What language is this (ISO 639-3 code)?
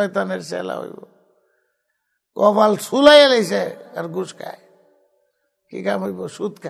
ben